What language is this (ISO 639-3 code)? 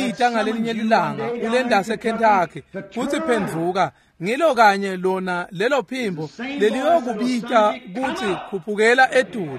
ssw